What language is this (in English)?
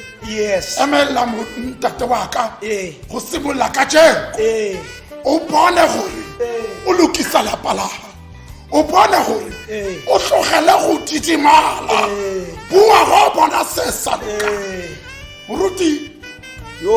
Tswana